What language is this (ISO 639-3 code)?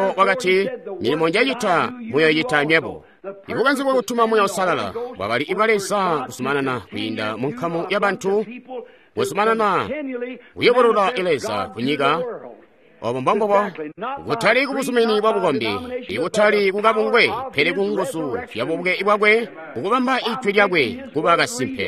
toi